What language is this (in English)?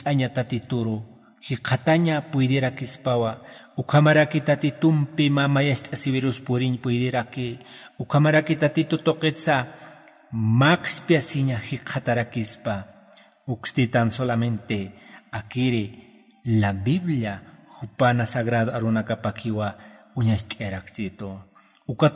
Aymara